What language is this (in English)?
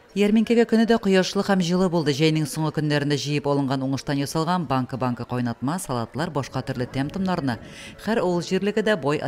Tatar